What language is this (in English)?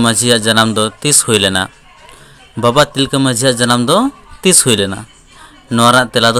Santali